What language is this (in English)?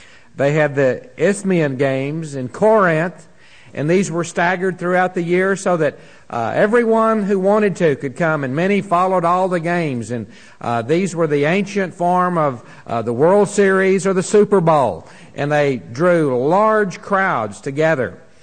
English